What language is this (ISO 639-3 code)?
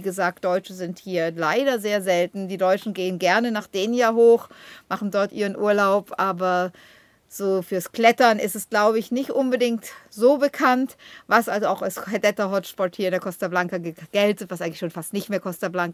deu